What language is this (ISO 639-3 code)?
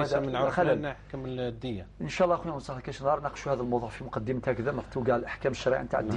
arq